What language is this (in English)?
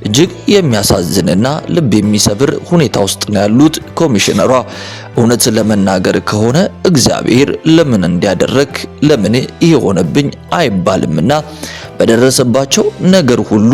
Amharic